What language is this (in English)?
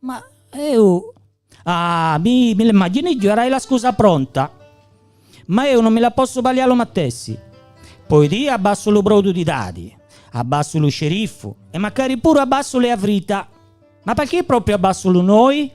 Gallurese Sardinian